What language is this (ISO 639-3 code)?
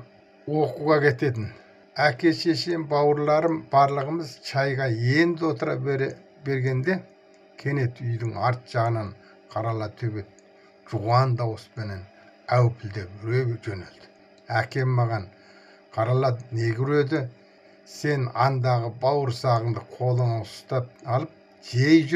kaz